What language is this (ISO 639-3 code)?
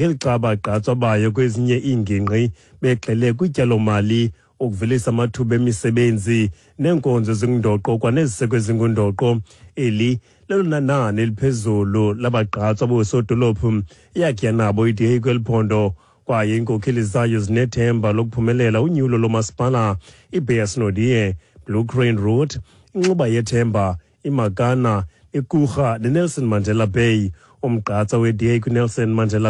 xho